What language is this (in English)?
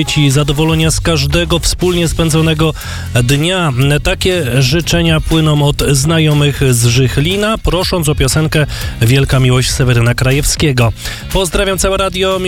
Polish